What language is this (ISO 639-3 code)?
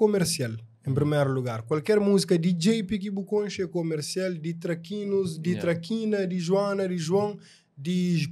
kea